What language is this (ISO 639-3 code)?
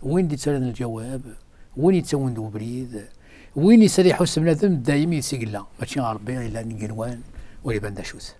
kab